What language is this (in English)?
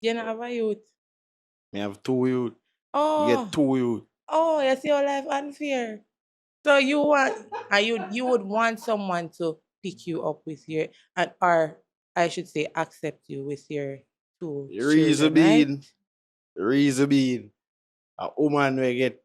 Jamaican Creole English